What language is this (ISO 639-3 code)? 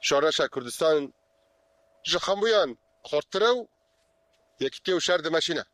kur